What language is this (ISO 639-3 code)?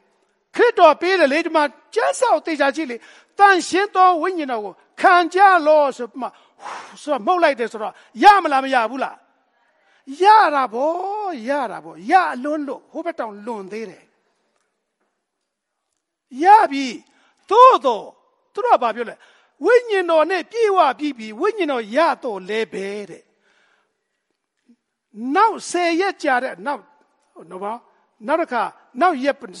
mya